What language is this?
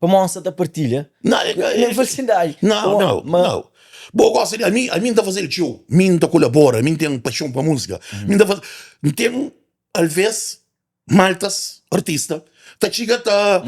Kabuverdianu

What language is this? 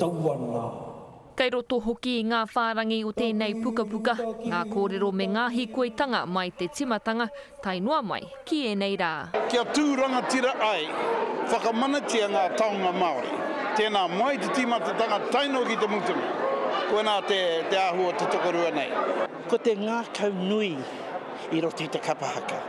Māori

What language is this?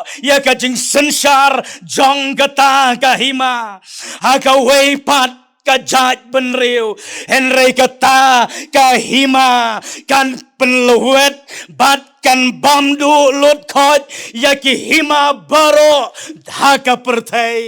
Khasi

